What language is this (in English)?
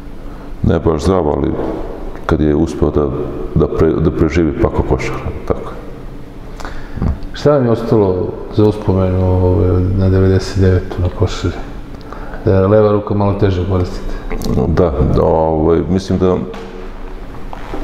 Serbian